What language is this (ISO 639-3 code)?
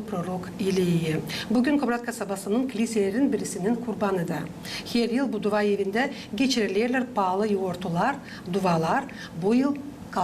gag